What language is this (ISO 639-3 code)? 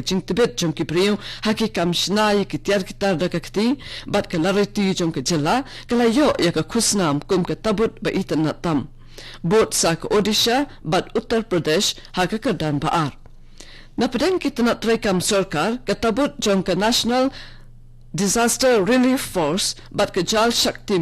kha